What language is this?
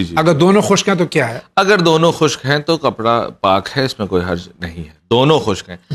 Urdu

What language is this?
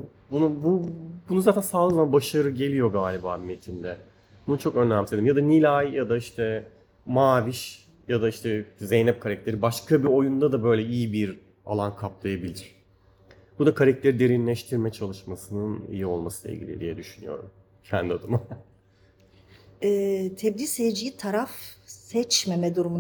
Turkish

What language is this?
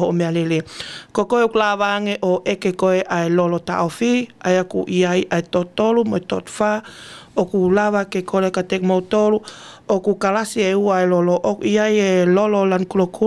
Tongan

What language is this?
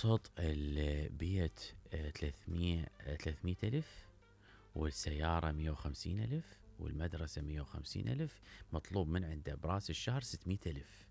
Mesopotamian Arabic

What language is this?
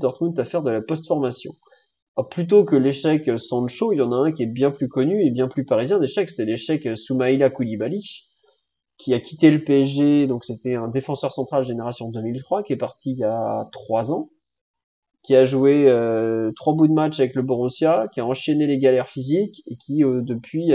French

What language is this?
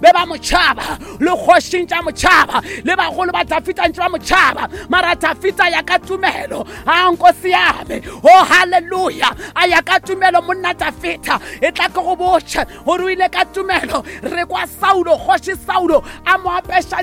Northern Sotho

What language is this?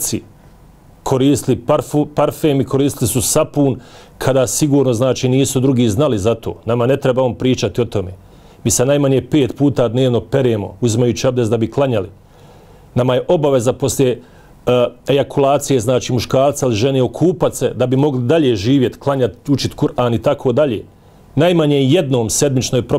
Bosnian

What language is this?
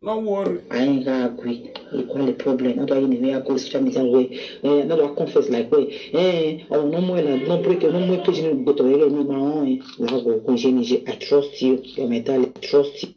Nigerian Pidgin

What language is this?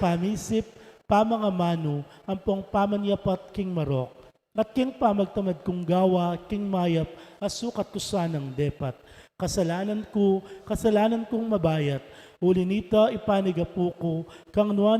Pampanga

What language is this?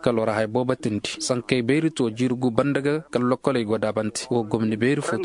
Koyraboro Senni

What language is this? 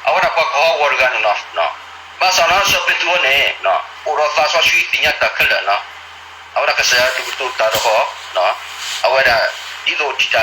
S'gaw Karen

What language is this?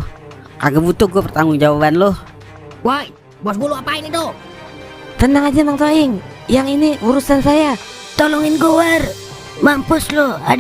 Betawi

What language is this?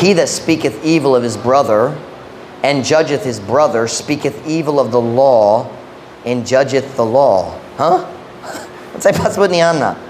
Cebuano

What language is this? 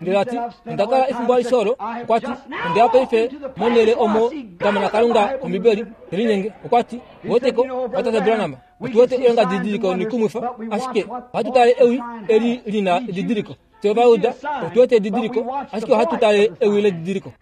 Kuanyama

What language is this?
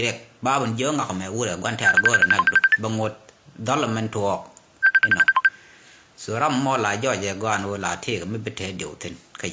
Nuer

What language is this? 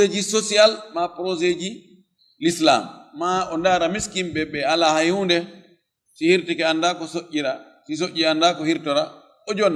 Fula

